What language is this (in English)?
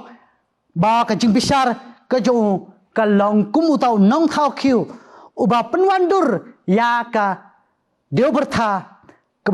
Khasi